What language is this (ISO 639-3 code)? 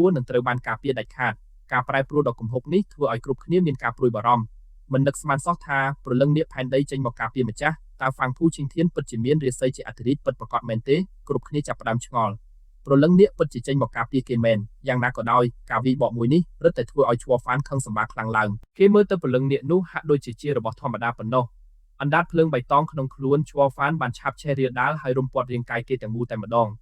khm